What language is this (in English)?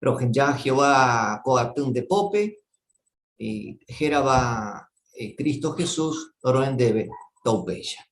Guarani